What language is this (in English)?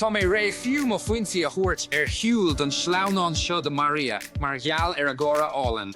Irish